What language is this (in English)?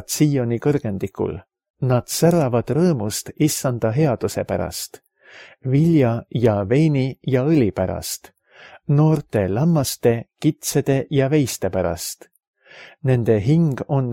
Estonian